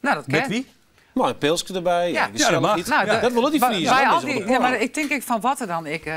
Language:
Western Frisian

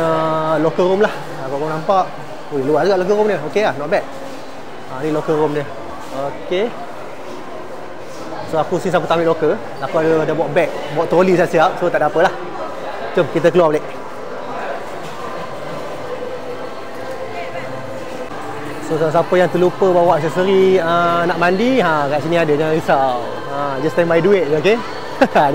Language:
Malay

